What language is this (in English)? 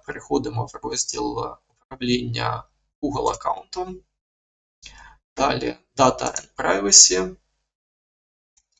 Ukrainian